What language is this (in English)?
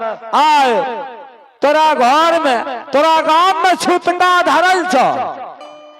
Maithili